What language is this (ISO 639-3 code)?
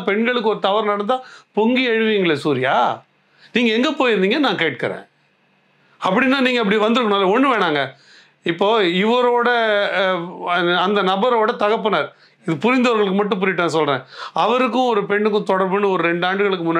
tam